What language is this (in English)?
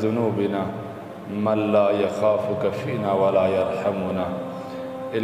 Persian